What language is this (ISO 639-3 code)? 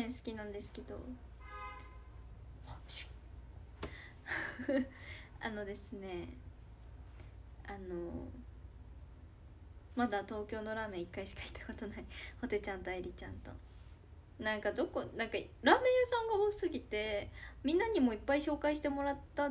jpn